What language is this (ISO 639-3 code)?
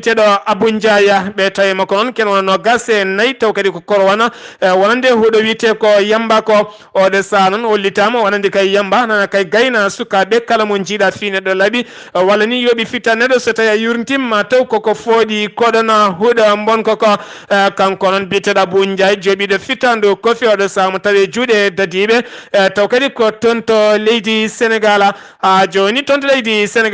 ful